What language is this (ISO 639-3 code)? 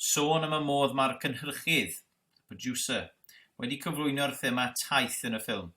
cym